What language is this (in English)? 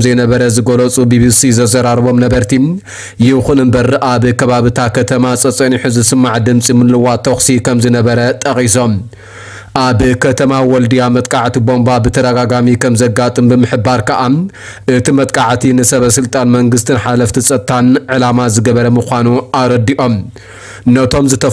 Tigrinya